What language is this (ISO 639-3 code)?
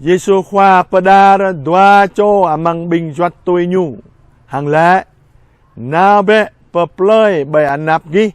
jra